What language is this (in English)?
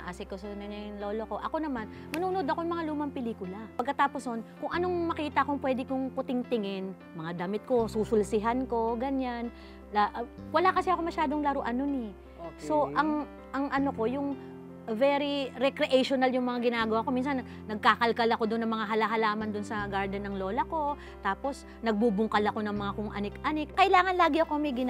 Filipino